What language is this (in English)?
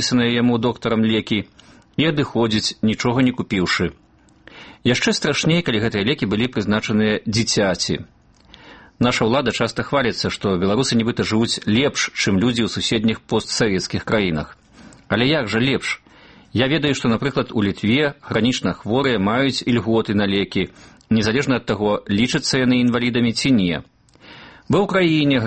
Belarusian